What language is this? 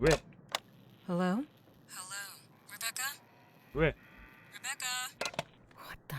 Kara-Kalpak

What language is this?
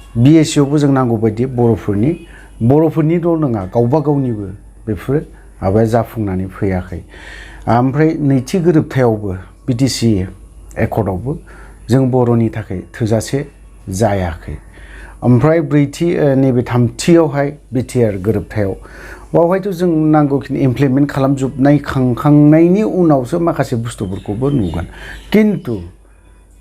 Bodo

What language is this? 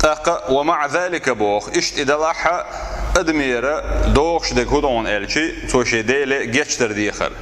Chechen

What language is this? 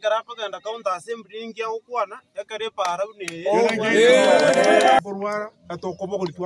Gusii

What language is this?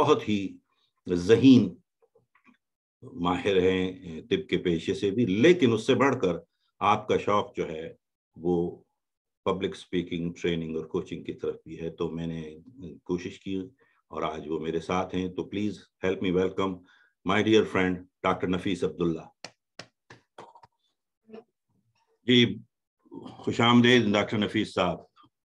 Urdu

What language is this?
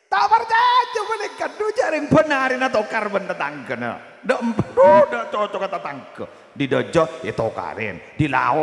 Madurese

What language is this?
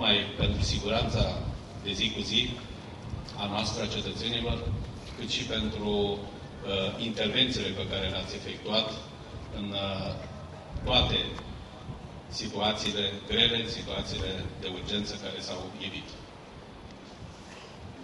Romanian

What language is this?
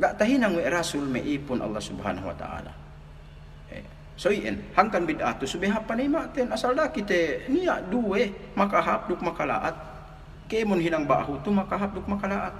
Yakan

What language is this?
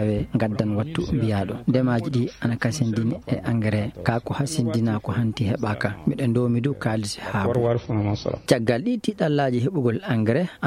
Fula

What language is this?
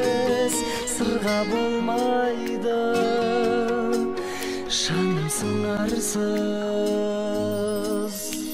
Kazakh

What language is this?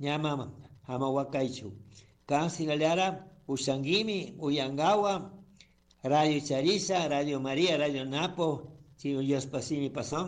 Chimborazo Highland Quichua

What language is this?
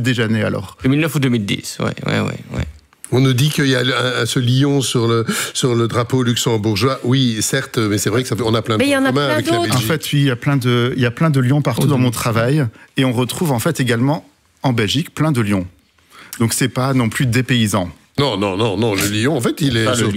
French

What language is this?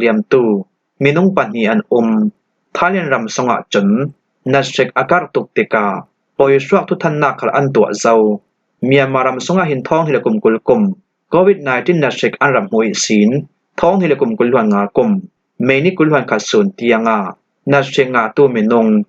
Falam Chin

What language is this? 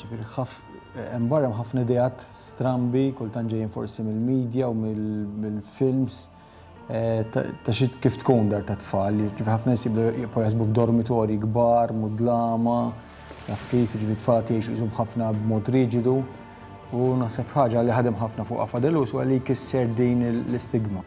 Maltese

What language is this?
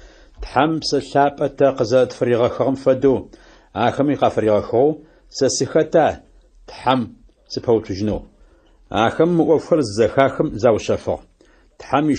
Adyghe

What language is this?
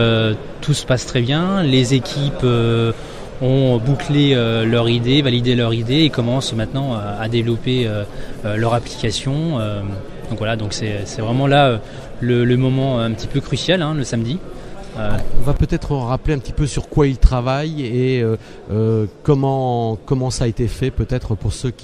French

